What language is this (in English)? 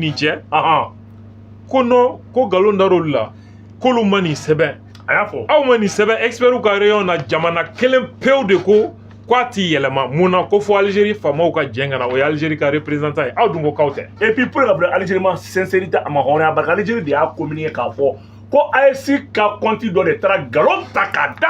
Bambara